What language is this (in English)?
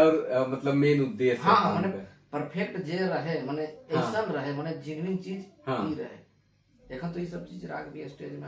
Sadri